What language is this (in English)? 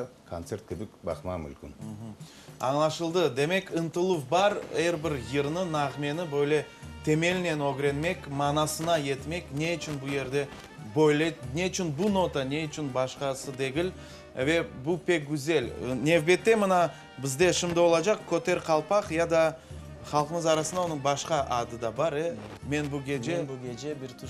Crimean Tatar